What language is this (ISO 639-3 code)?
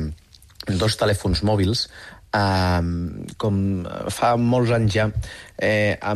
cat